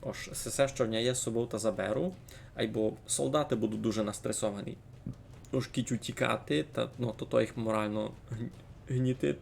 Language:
Rusyn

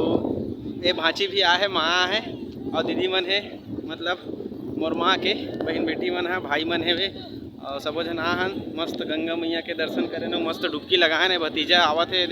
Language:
Chhattisgarhi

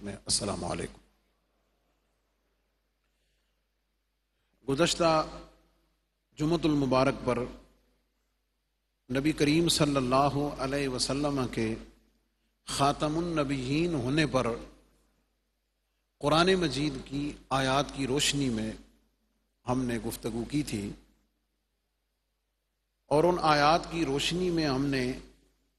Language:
Urdu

